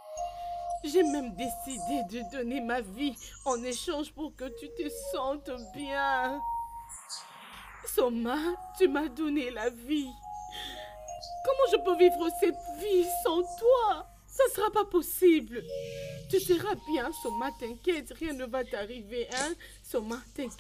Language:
French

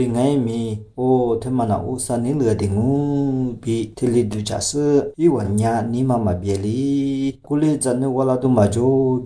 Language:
Lisu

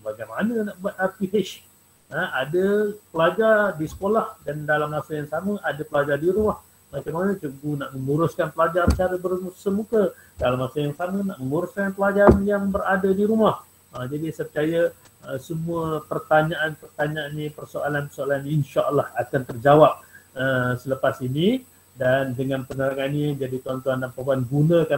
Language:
Malay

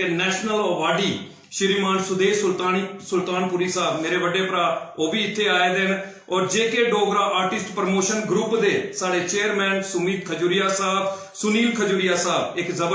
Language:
Dogri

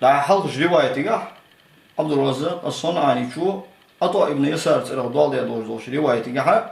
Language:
Ingush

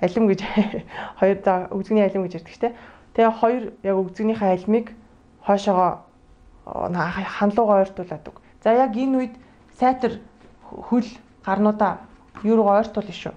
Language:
Mongolian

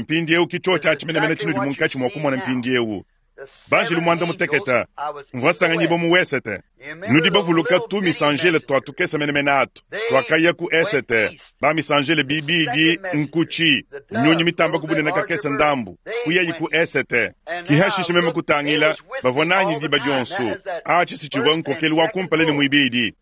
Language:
Luba-Lulua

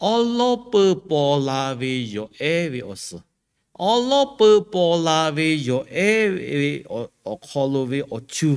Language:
Lahu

